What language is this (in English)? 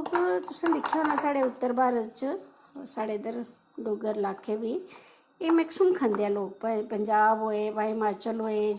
Dogri